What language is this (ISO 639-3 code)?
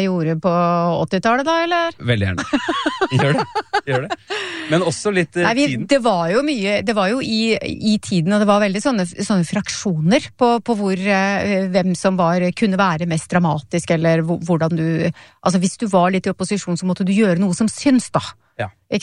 nor